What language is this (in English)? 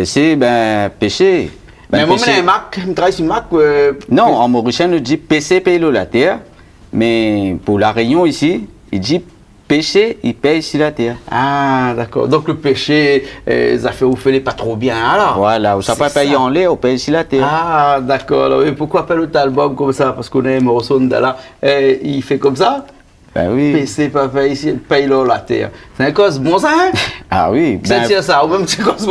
Réunion Creole French